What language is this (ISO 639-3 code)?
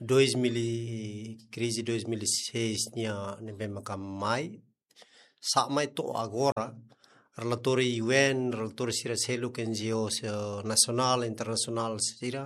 tet